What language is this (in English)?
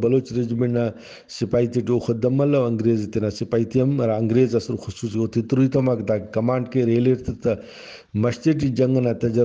Brahui